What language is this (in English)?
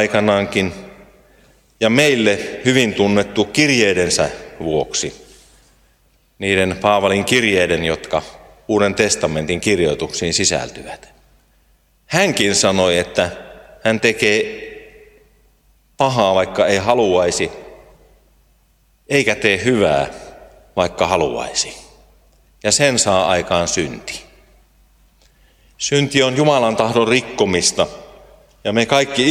Finnish